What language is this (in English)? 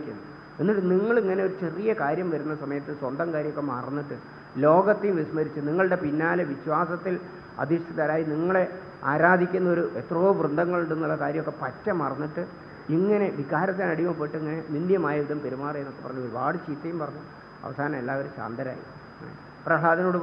Malayalam